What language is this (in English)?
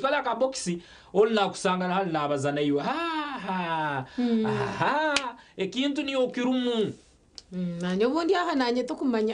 Nyankole